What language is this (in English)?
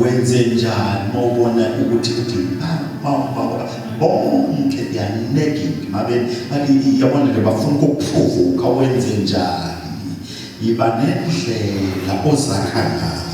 Zulu